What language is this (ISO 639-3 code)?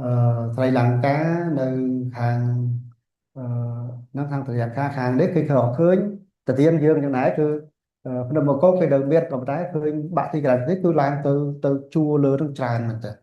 khm